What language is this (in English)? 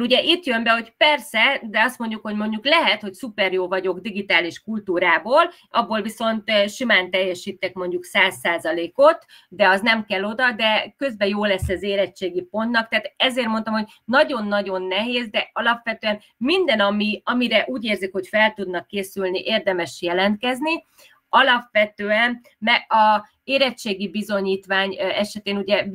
Hungarian